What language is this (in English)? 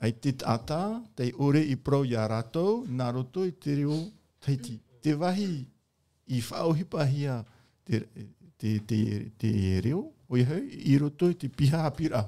Tahitian